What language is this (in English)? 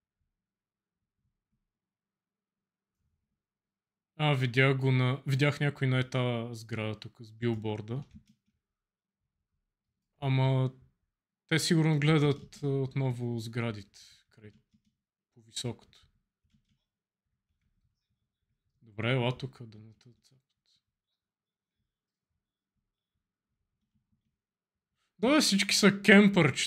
Bulgarian